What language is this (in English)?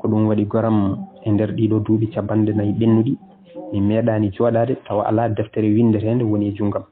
Fula